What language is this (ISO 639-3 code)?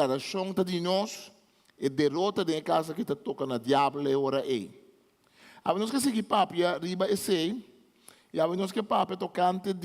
pap